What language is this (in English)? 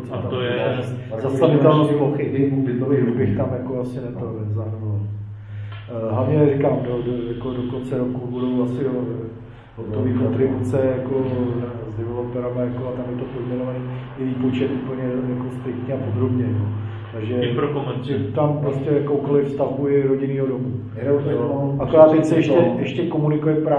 Czech